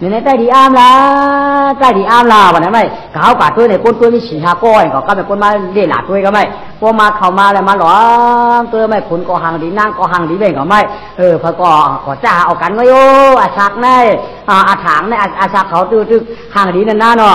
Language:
Shan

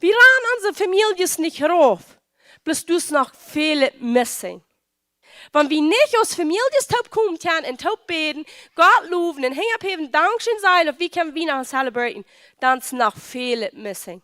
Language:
Plautdietsch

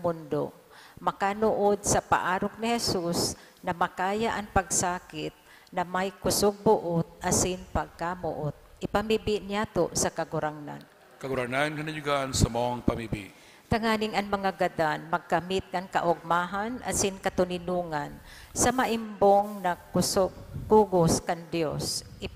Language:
Bikol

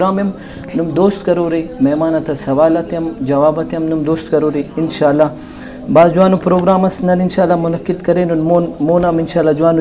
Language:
Brahui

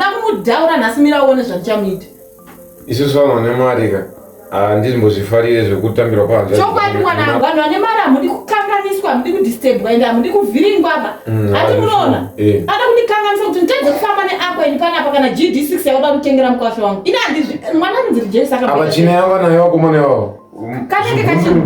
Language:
Shona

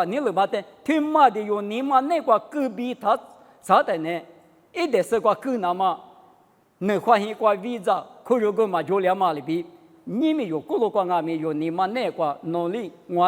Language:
Lisu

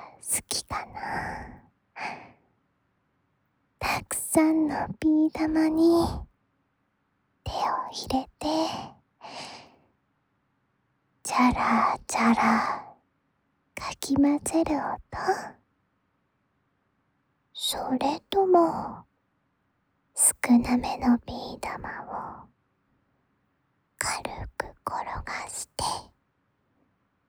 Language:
Japanese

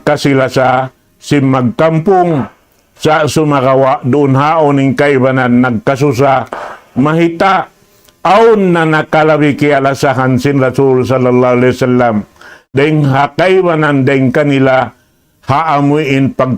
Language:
Tausug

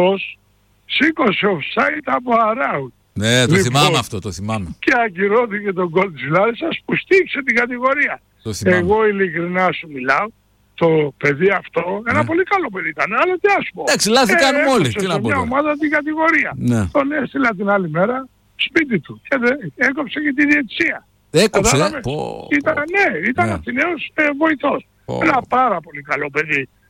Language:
Greek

